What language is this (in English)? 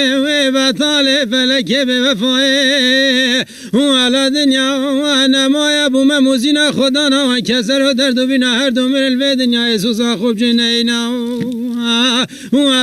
Kurdish